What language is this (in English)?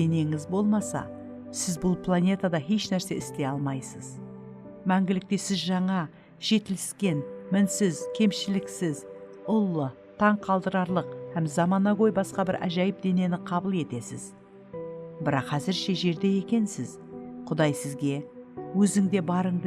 Kara-Kalpak